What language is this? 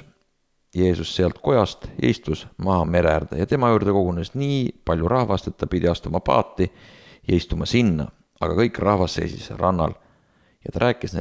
Estonian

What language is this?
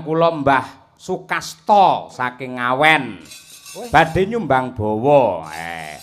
Javanese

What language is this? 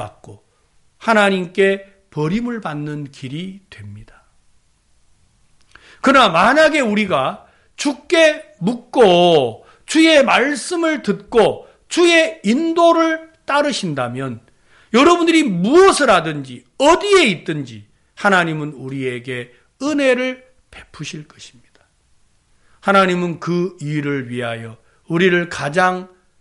Korean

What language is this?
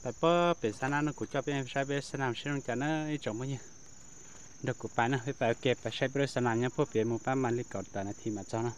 Hmong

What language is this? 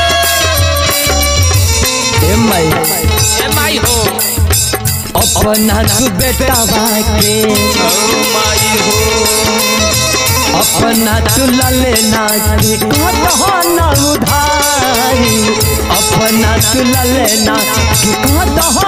Bhojpuri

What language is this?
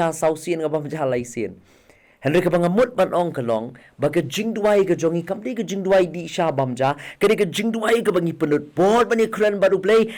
Khasi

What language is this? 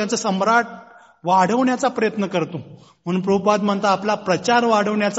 Marathi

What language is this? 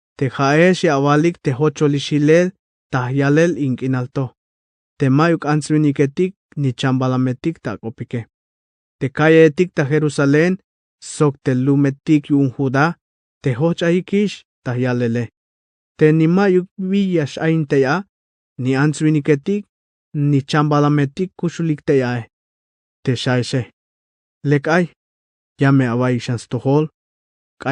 Tzeltal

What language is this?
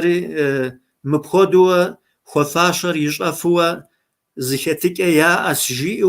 Kabardian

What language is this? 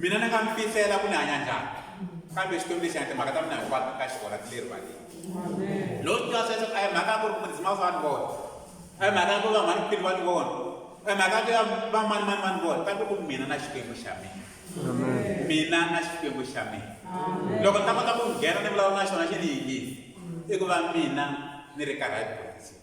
Tsonga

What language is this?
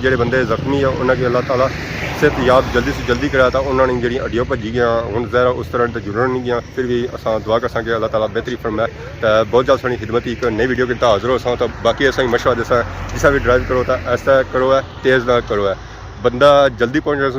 Pahari-Potwari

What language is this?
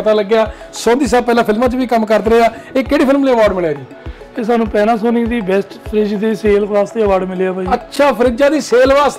Punjabi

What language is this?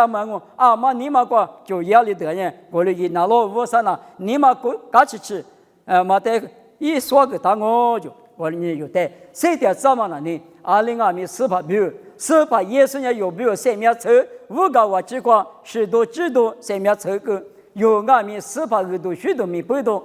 Lisu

